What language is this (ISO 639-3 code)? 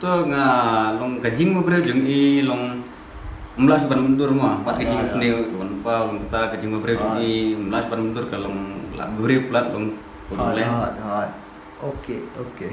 kha